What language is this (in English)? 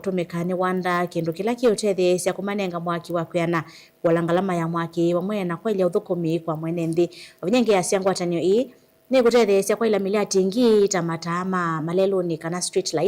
Kamba